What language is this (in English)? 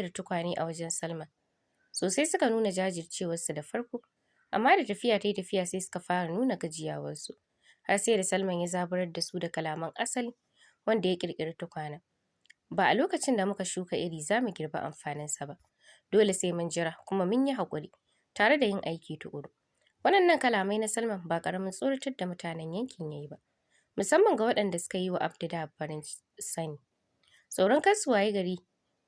Hausa